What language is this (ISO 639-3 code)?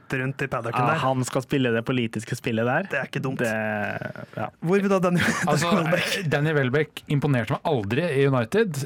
nor